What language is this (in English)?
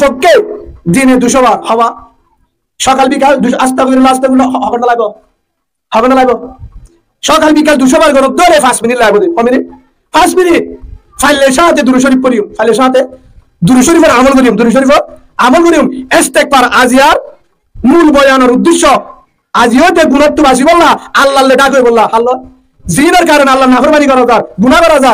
Rohingya